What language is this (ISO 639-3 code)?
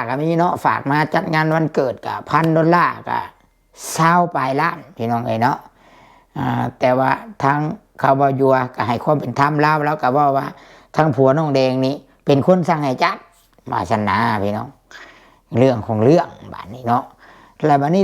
lao